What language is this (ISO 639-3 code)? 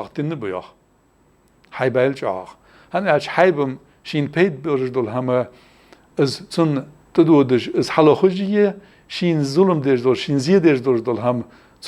inh